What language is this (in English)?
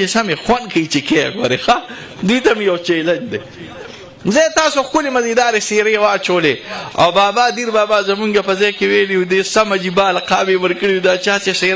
Pashto